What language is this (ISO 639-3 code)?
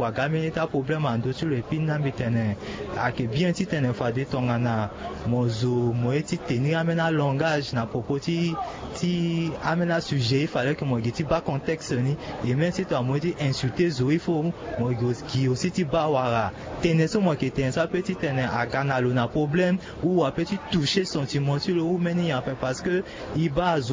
sag